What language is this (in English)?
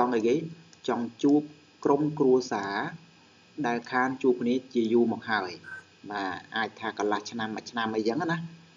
Khmer